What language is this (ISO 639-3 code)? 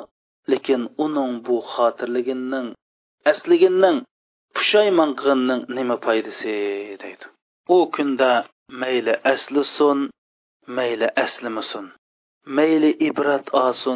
uig